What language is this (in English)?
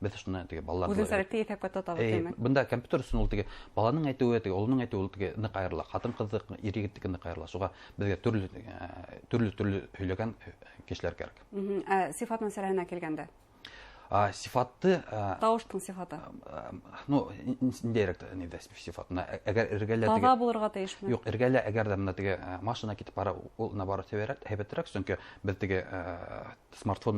Bashkir